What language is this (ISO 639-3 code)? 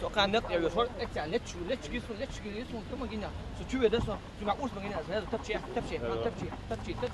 che